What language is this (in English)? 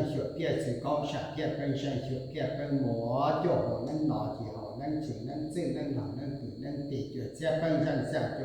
Hmong